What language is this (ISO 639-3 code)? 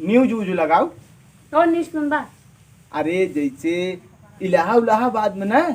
awa